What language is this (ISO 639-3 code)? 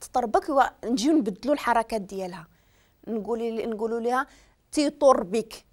ary